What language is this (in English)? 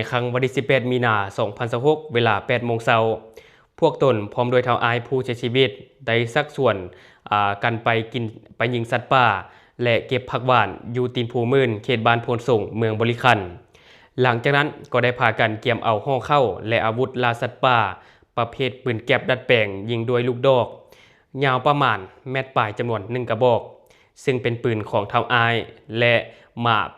Lao